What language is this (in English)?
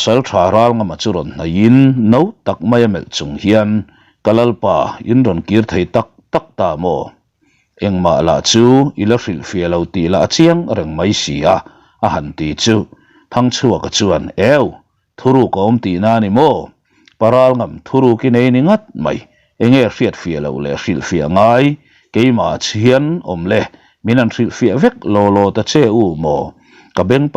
Mizo